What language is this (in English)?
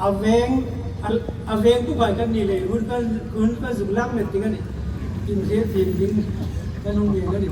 Hmar